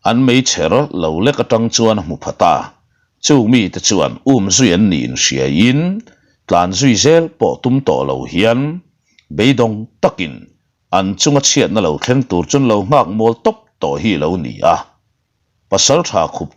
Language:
Mizo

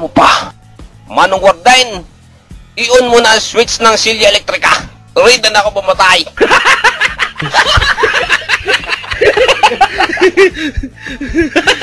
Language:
Filipino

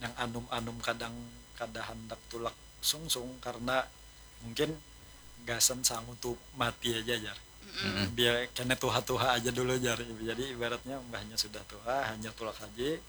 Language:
Banjar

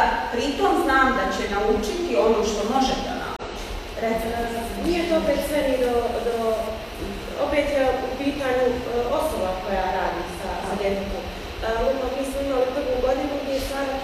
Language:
Bosnian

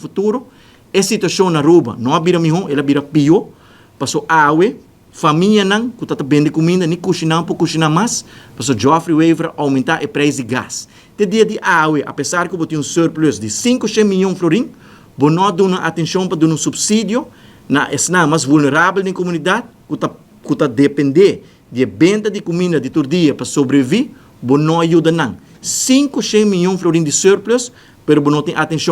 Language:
Papiamento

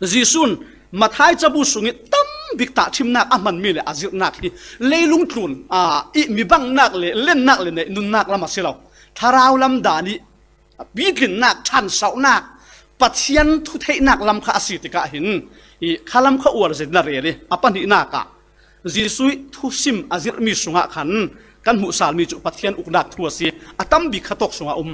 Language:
Falam Chin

